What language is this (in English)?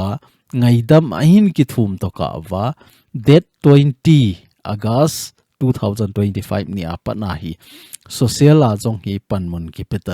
Thado Chin